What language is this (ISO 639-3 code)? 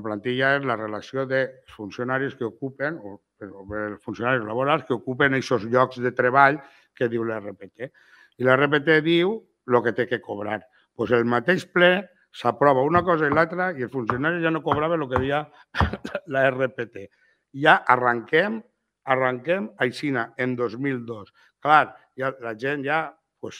cat